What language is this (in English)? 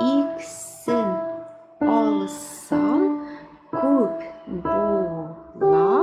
Tatar